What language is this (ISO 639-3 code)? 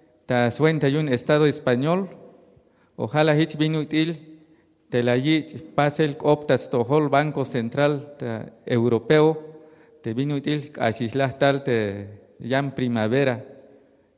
tzh